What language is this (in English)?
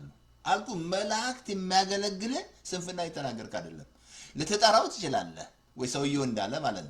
Amharic